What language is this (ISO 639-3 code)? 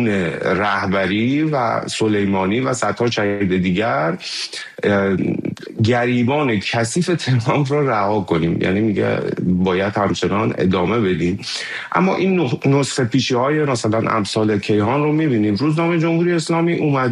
fas